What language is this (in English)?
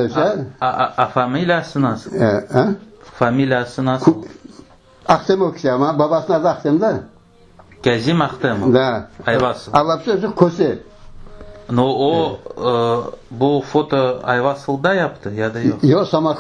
Crimean Tatar